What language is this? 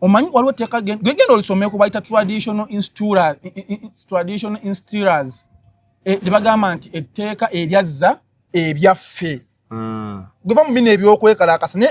Ganda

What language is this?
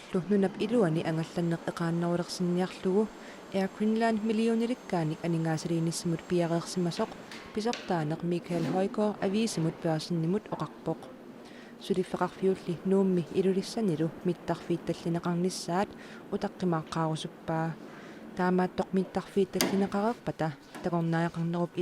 Kalaallisut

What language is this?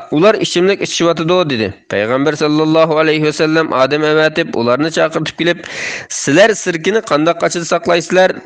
Uyghur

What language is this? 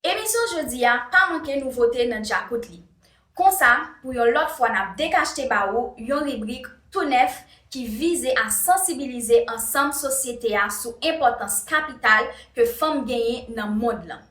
Haitian Creole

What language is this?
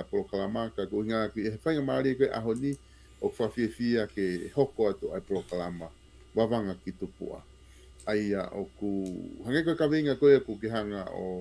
Tongan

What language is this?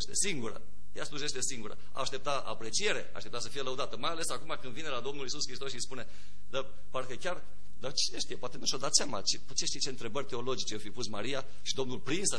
Romanian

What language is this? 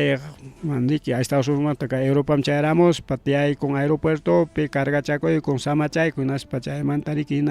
Ayacucho Quechua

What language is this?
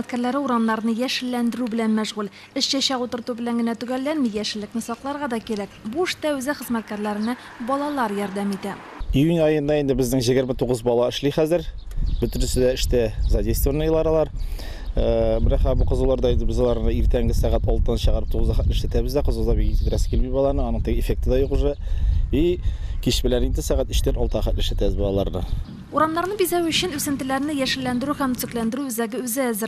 Tatar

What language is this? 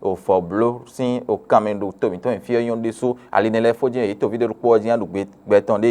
Fon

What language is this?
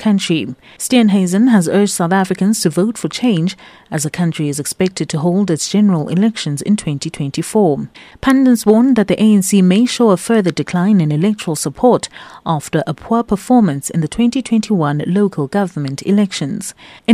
English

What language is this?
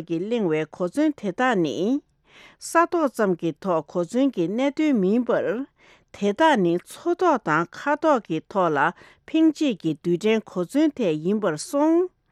Tibetan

